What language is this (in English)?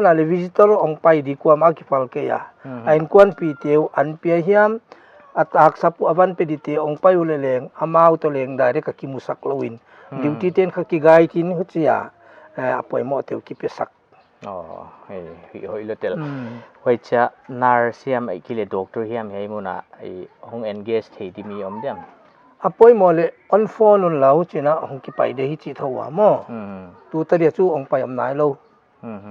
Paite Chin